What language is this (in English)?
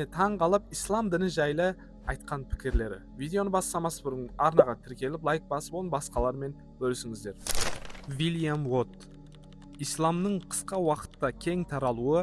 Kazakh